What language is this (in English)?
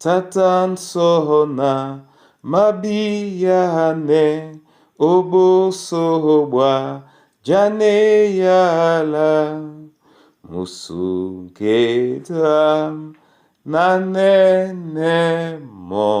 Duala